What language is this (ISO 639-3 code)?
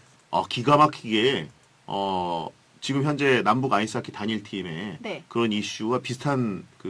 kor